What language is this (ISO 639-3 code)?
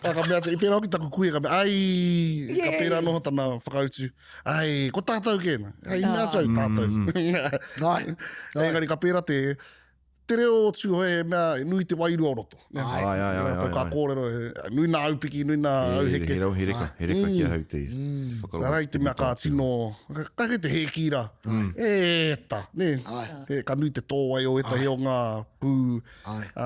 mri